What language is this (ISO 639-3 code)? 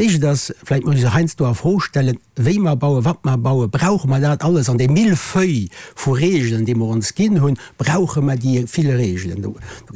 ltz